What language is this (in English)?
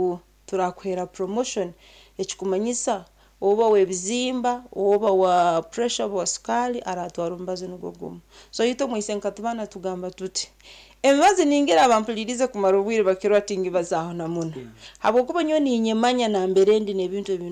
Nyankole